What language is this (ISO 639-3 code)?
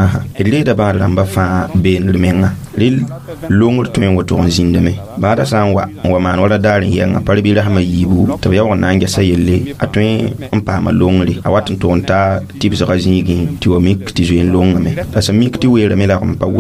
mos